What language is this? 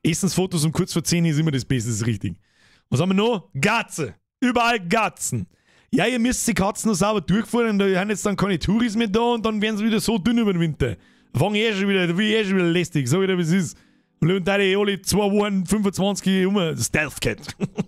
Bavarian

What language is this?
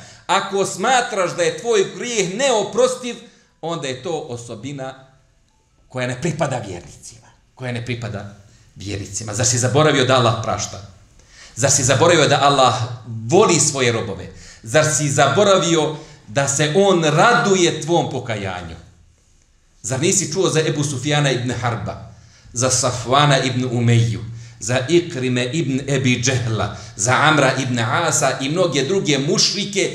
Bosnian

